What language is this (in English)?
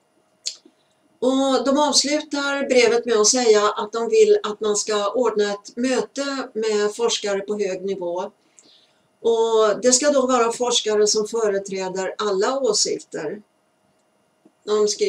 Swedish